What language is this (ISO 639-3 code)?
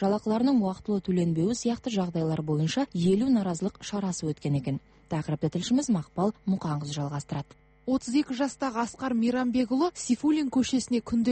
kaz